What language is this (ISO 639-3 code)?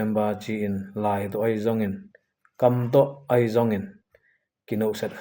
ctd